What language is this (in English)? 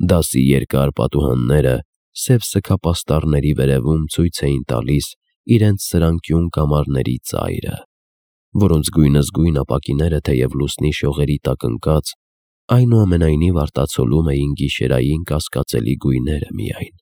Armenian